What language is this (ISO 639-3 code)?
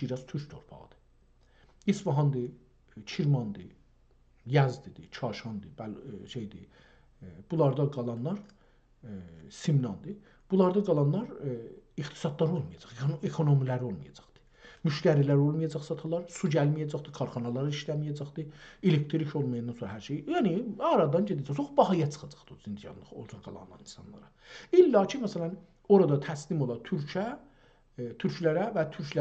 azb